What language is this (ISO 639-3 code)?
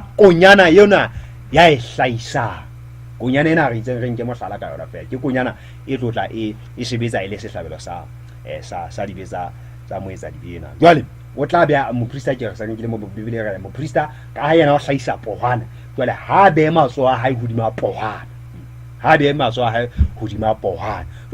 sot